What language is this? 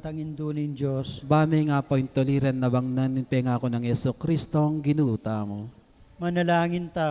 Pampanga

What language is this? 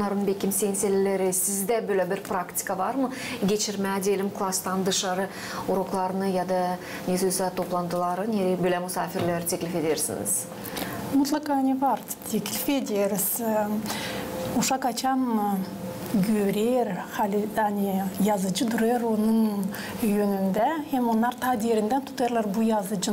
Gagauz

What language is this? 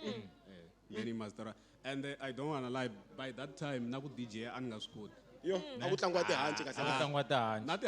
Tsonga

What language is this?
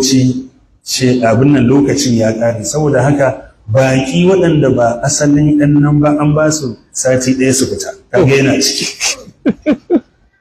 Hausa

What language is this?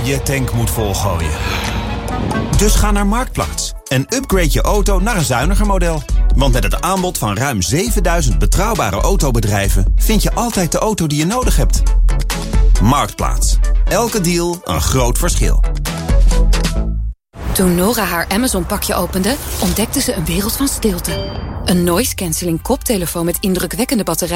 Dutch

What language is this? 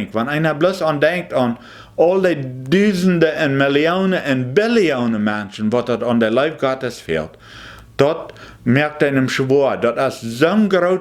Plautdietsch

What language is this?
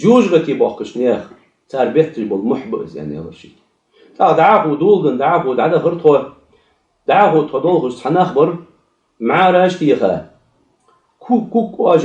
Ingush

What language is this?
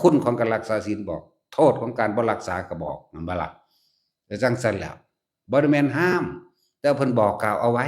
Lao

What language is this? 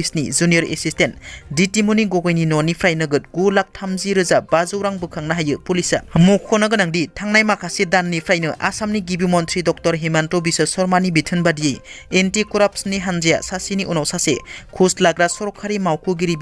Bodo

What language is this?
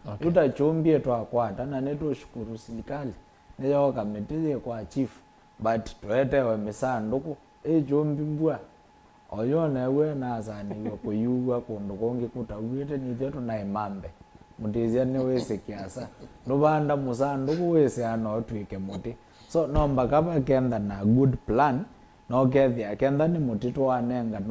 Kamba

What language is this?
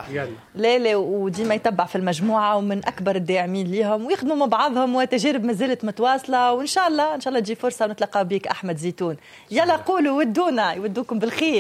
Tunisian Arabic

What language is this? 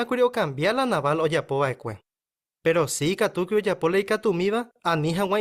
Guarani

